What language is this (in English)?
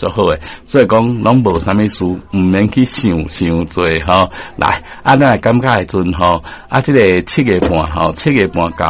Min Nan Chinese